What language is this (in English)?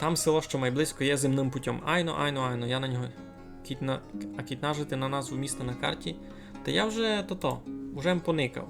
Rusyn